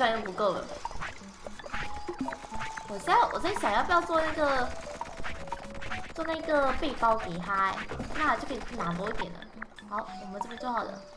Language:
Chinese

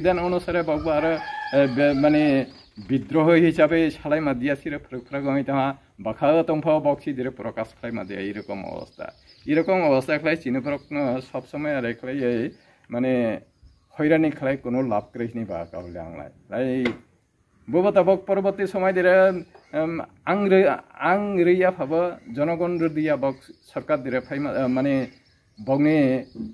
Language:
Riang (India)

